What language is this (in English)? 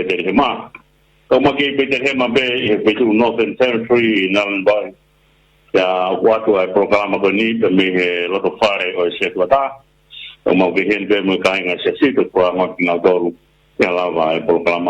Tongan